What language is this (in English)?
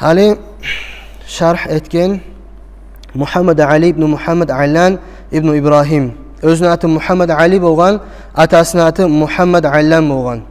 Kumyk